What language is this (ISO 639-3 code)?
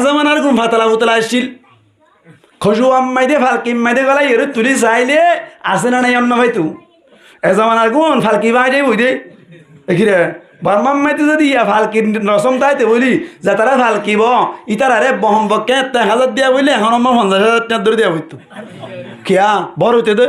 rhg